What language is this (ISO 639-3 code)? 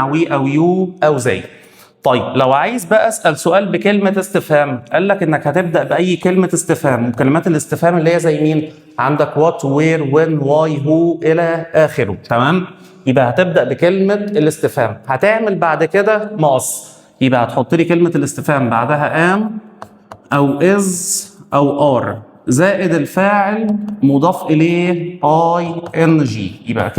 arz